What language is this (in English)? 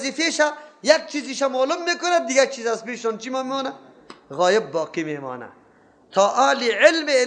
Persian